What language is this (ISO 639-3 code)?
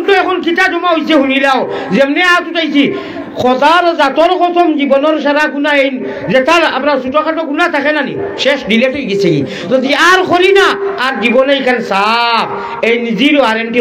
syl